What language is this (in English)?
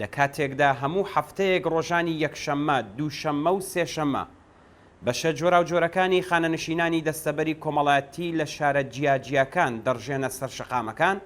Central Kurdish